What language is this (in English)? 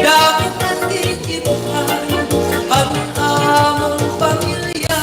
Waray